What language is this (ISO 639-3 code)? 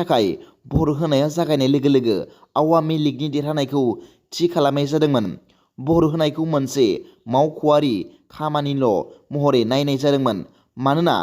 brx